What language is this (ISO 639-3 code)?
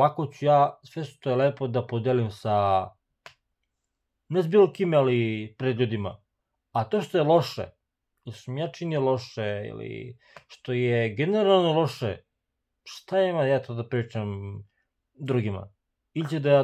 srp